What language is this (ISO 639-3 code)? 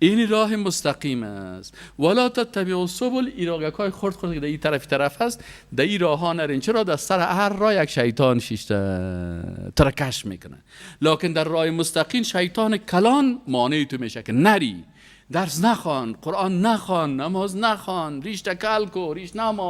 fas